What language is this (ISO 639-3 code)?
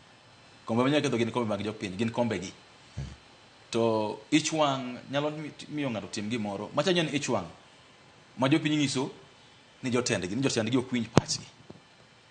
luo